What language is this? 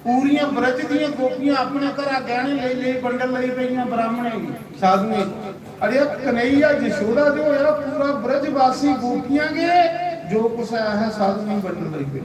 Dogri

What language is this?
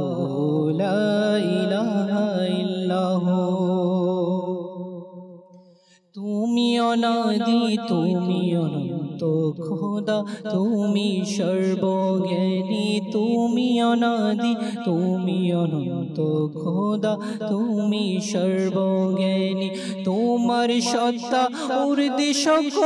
Bangla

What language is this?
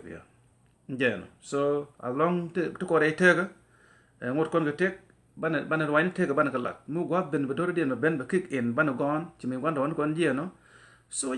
Nuer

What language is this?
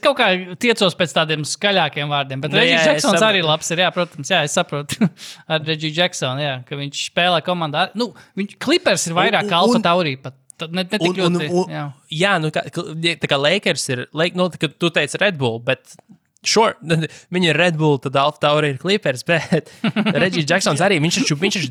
Latvian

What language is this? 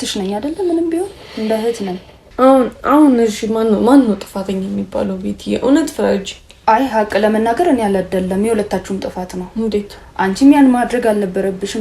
Amharic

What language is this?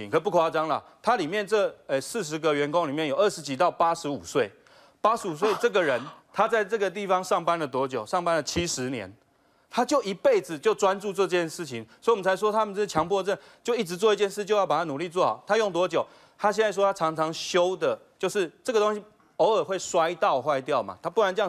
Chinese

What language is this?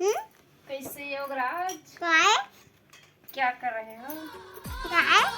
Chhattisgarhi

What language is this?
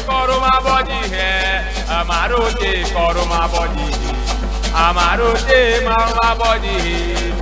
Ewe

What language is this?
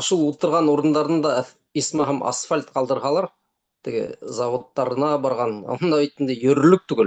Bashkir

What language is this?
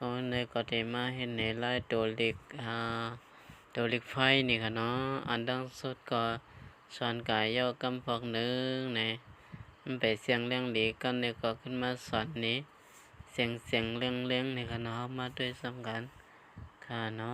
Shan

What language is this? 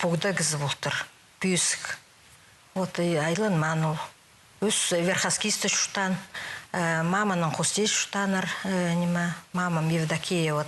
Khakas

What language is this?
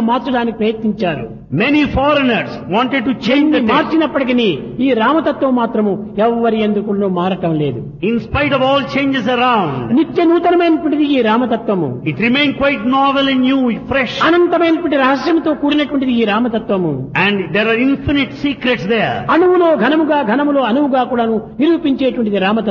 Telugu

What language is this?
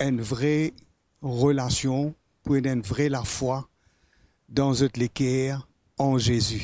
Morisyen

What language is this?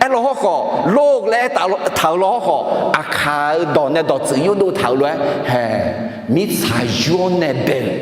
Akha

